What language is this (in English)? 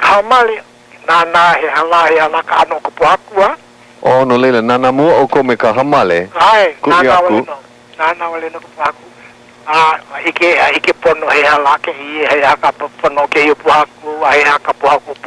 Hawaiian